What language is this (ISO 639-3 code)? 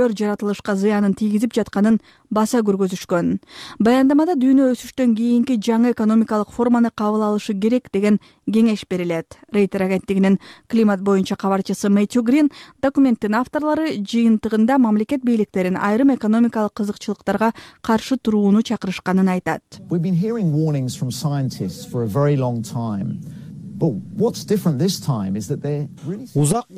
kir